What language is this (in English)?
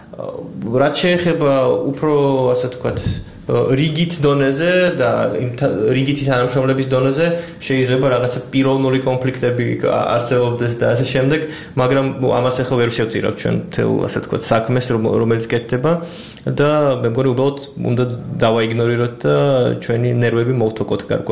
Georgian